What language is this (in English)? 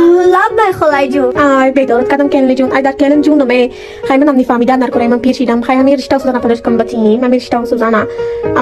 Tajik